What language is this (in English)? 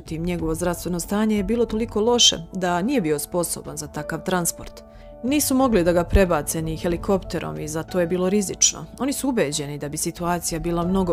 Serbian